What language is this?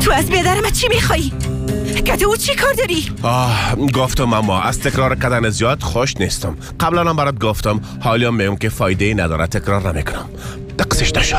Persian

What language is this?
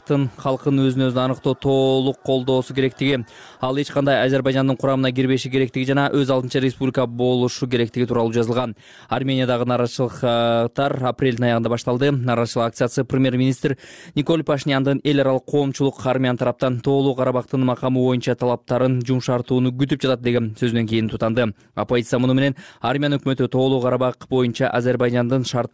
Kyrgyz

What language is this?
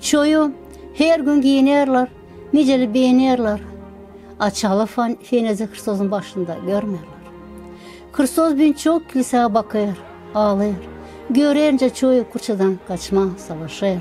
Gagauz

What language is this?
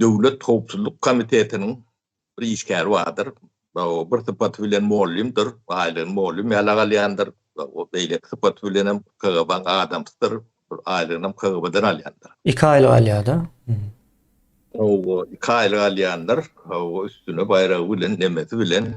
Turkmen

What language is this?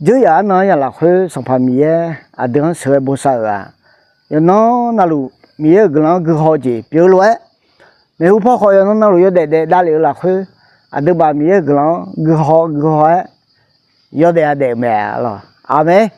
Akha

